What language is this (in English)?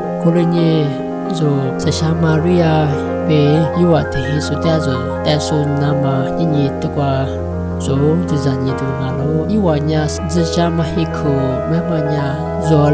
Lisu